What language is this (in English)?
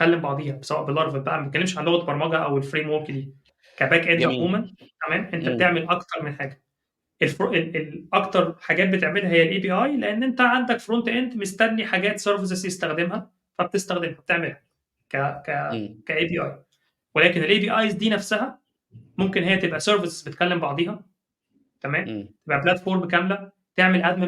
Egyptian Arabic